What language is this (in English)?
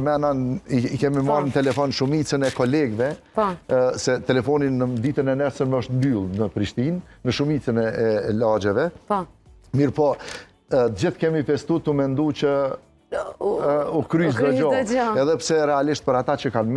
Albanian